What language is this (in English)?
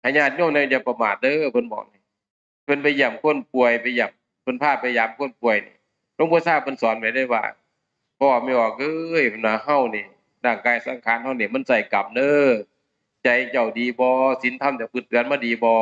Northeastern Thai